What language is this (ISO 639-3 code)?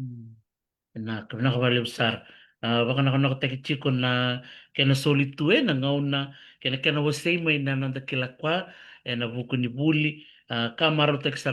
fij